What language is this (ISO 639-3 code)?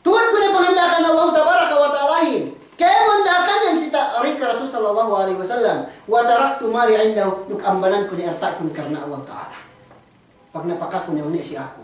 yka